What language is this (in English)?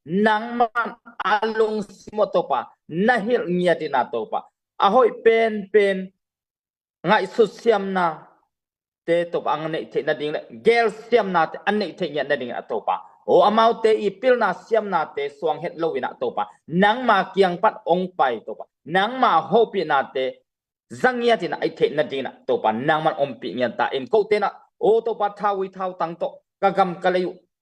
Tedim Chin